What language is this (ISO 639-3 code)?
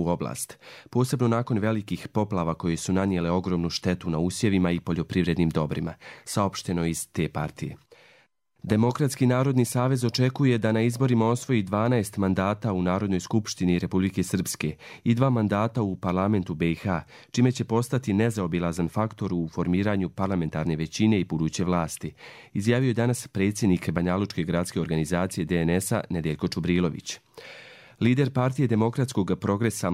hrv